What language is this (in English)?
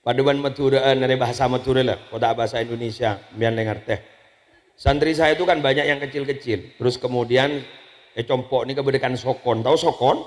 Madurese